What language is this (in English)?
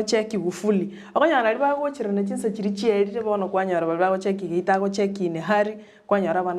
Gusii